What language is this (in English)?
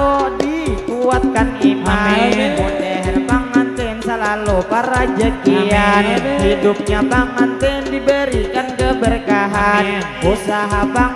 Banjar